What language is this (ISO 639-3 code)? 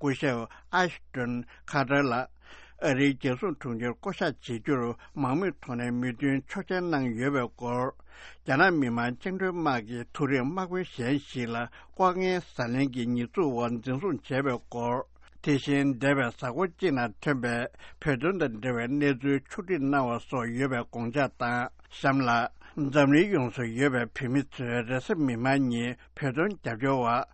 bod